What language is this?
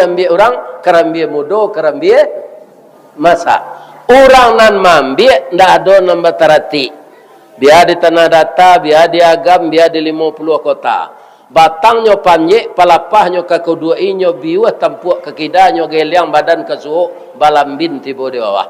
Minangkabau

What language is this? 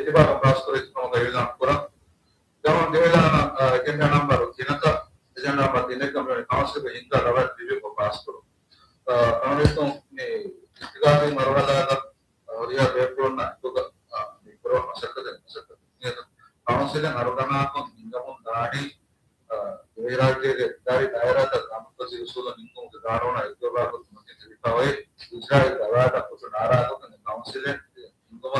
Divehi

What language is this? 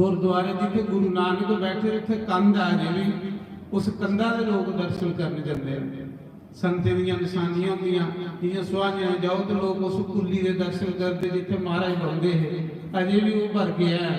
Dogri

